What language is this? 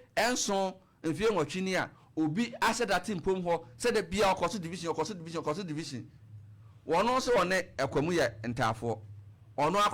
Akan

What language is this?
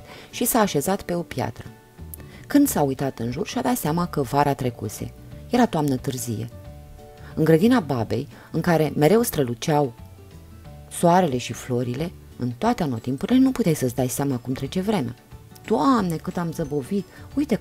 Romanian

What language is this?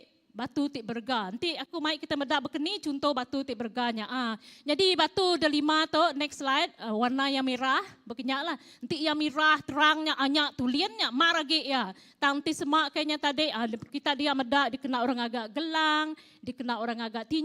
Iban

